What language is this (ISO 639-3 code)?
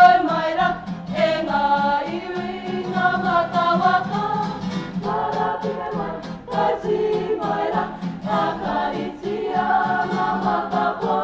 mri